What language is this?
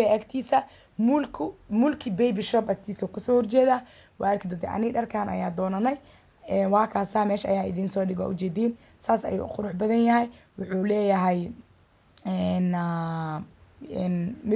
Somali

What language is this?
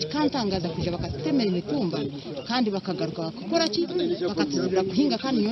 Nyankole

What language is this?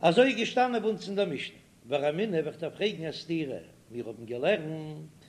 Yiddish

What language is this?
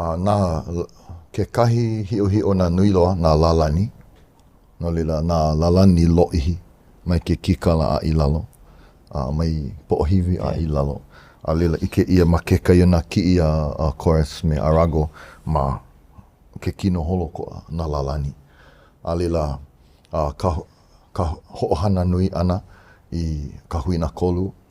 Hawaiian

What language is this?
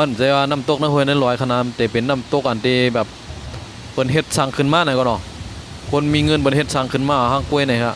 Shan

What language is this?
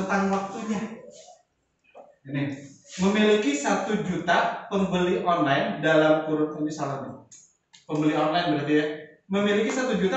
Indonesian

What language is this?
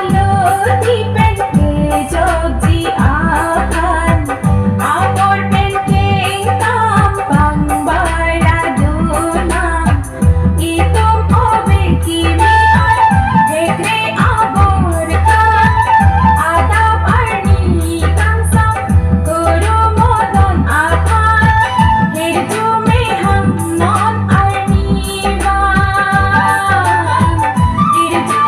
Karbi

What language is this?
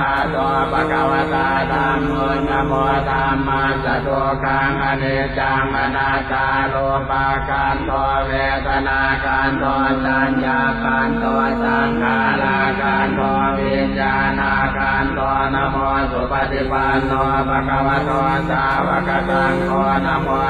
Pali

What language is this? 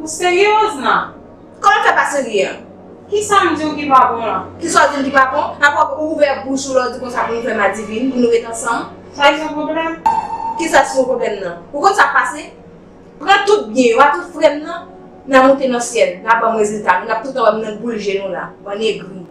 Haitian Creole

